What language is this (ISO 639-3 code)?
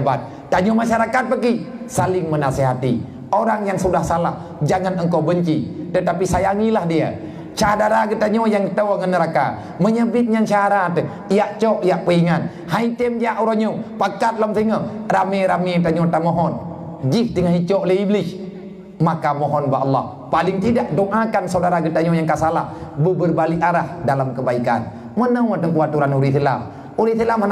ace